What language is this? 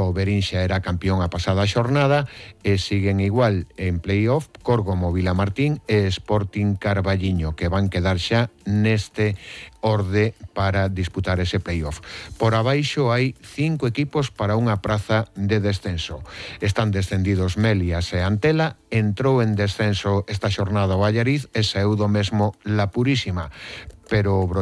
Galician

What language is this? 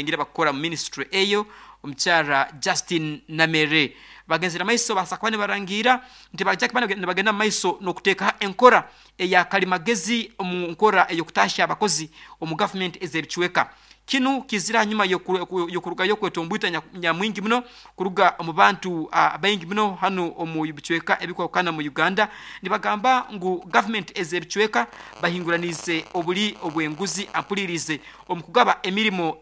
Nyoro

